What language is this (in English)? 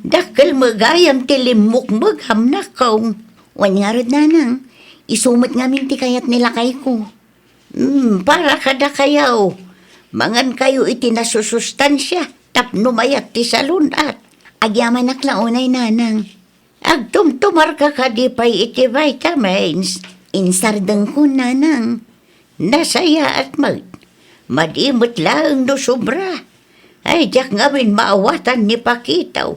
Iloko